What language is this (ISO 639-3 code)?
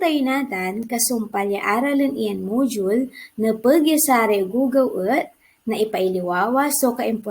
pag